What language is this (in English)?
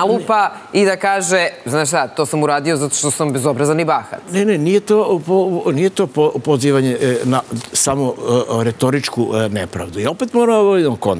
Serbian